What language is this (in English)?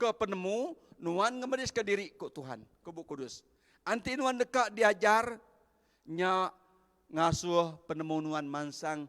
Iban